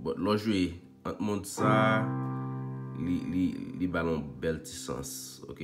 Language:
Haitian Creole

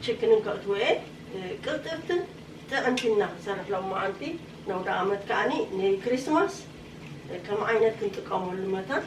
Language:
Tigrinya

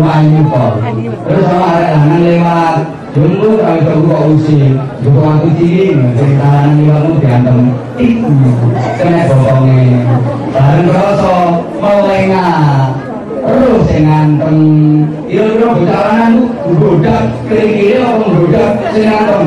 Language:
Javanese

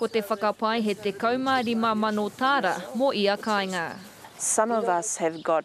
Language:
Māori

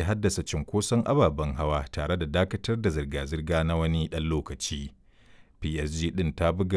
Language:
Hausa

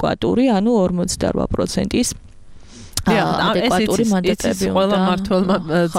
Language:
Georgian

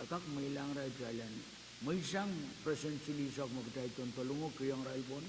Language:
Pohnpeian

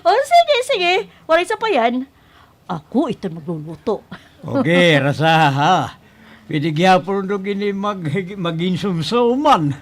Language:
Waray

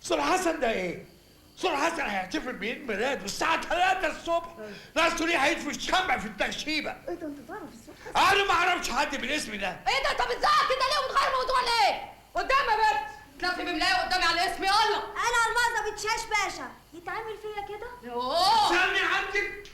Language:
Egyptian Arabic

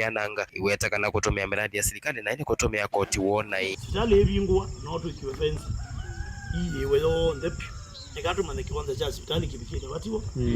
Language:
Kamba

